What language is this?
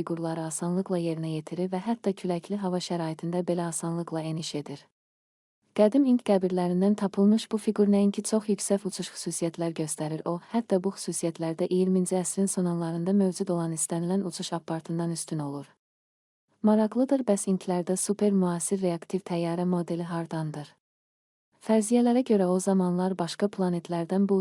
Azerbaijani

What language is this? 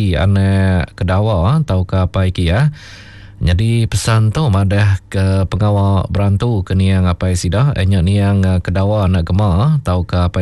Iban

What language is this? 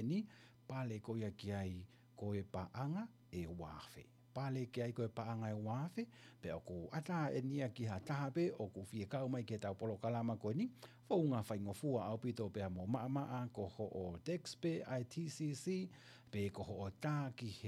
Tongan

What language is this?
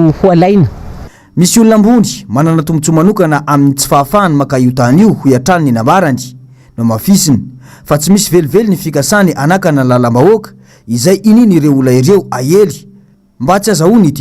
Malagasy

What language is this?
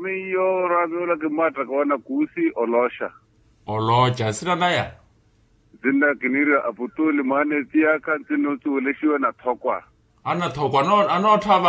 Makhuwa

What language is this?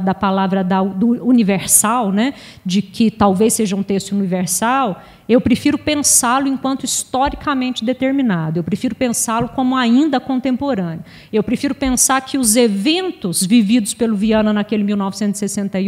Portuguese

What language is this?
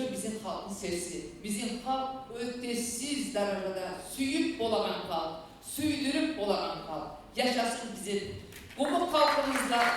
Kumyk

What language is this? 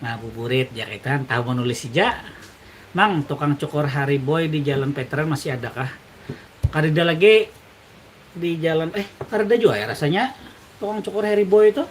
Banjar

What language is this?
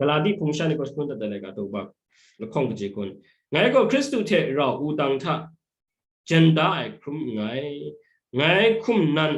Kachin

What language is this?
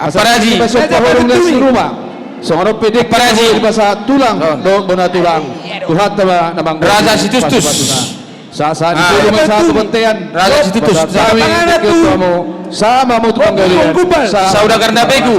Batak Toba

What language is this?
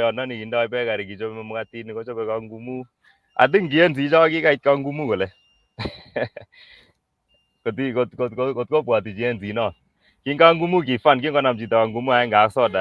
Kalenjin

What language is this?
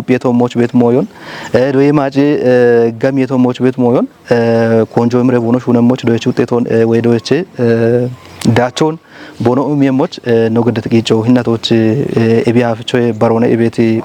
Kafa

